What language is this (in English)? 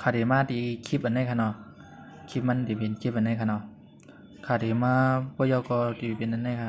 Shan